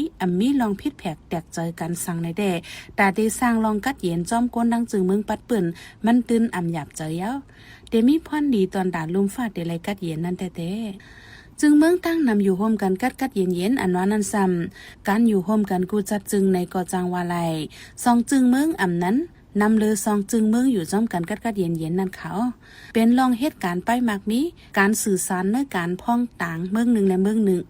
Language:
Shan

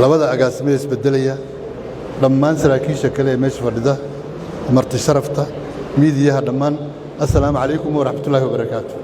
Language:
Somali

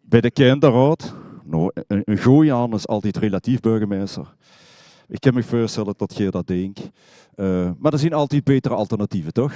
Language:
Limburgish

